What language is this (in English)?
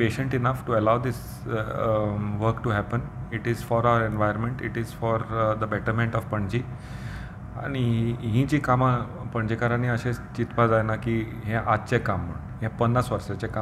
Konkani